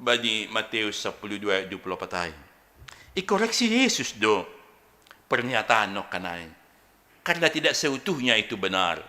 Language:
Batak Simalungun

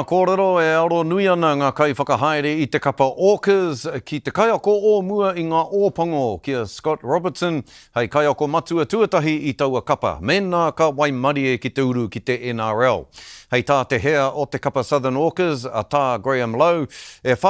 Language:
Māori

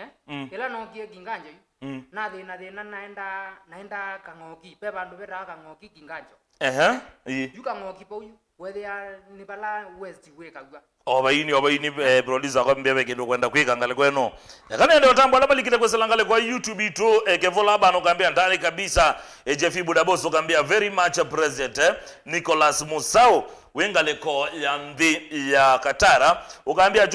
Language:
Kamba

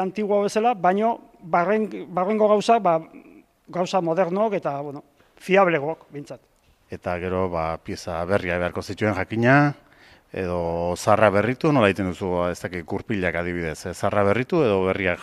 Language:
Basque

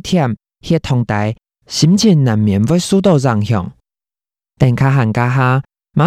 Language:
Hakka Chinese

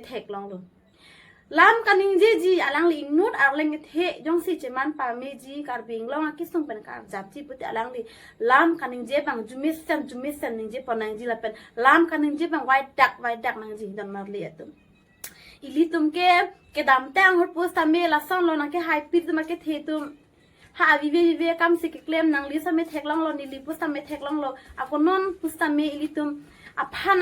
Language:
Karbi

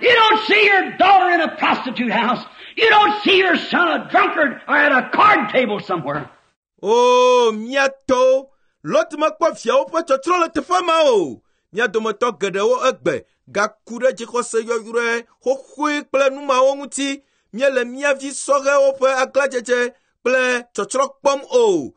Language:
Ewe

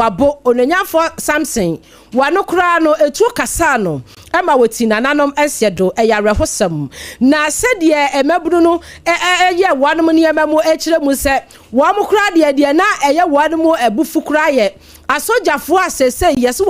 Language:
Akan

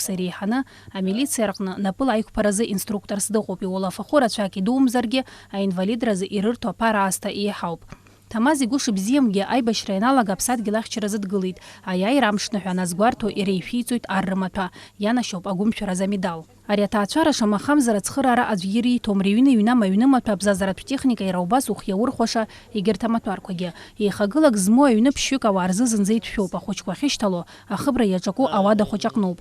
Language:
Abkhazian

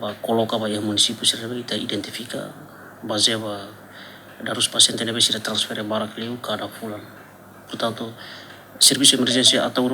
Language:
Tetum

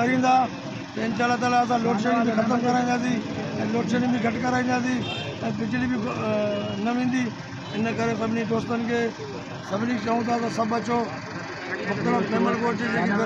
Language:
Sindhi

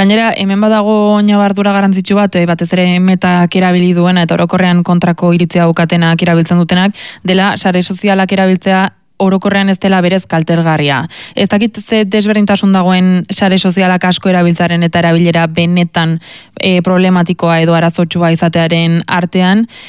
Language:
Basque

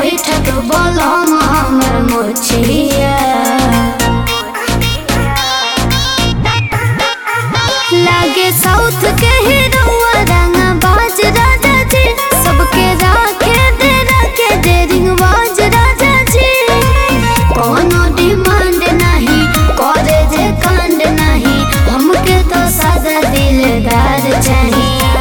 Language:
Bhojpuri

